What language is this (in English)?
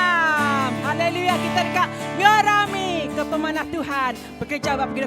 Iban